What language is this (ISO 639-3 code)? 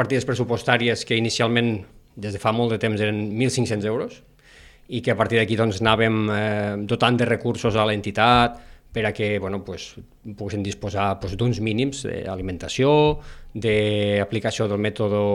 cat